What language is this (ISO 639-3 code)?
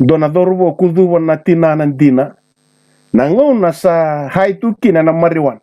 fij